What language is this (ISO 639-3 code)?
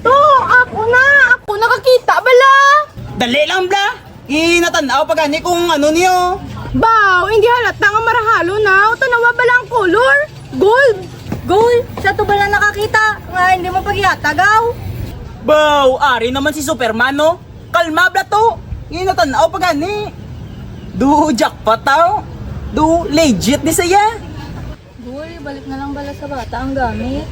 hil